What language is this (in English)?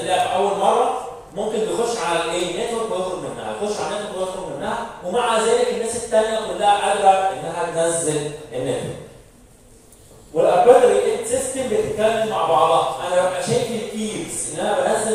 Egyptian Arabic